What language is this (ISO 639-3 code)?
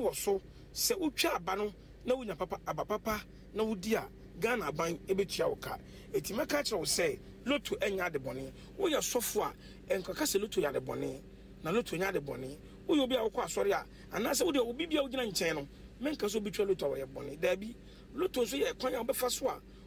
aka